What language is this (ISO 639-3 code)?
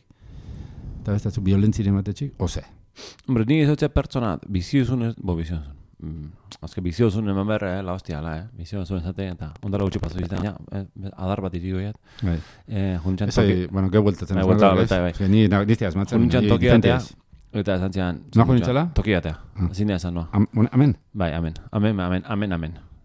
eus